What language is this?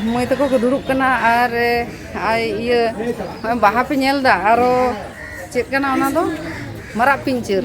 Santali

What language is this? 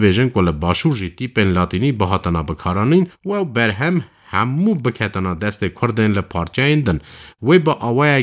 Kurdish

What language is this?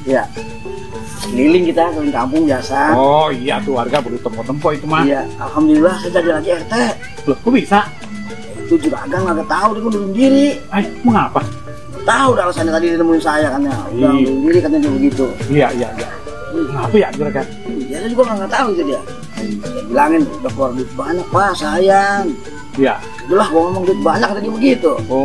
Betawi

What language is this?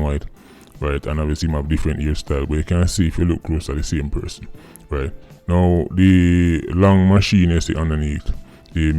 Jamaican Creole English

